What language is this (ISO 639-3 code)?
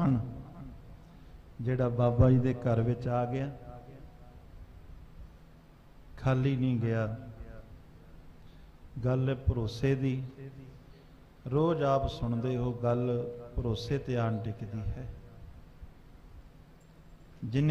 pan